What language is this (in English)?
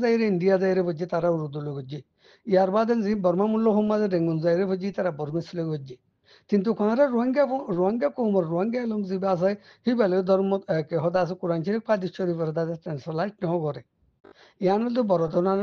Rohingya